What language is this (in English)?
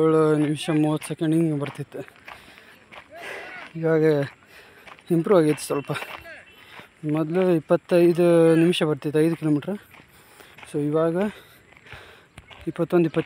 Kannada